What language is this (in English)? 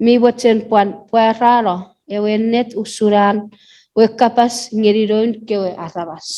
Chuukese